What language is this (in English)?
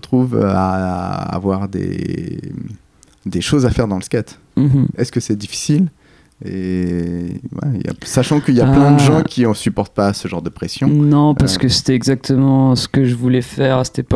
French